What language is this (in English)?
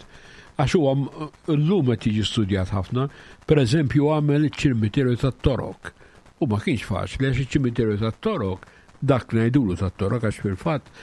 Maltese